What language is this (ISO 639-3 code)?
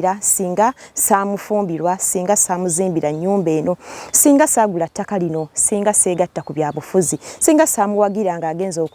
lug